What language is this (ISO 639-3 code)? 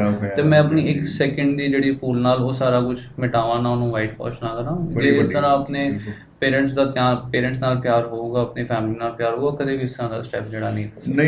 pan